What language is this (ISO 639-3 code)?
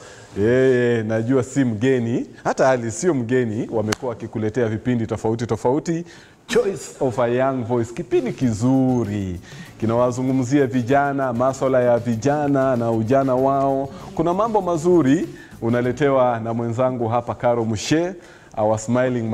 swa